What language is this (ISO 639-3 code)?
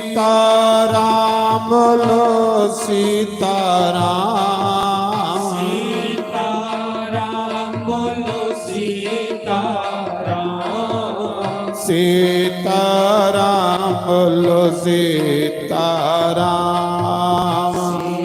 doi